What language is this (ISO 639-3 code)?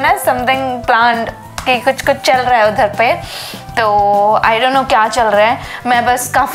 hin